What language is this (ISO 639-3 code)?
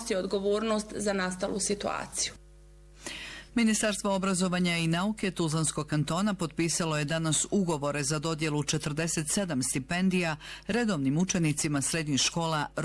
bos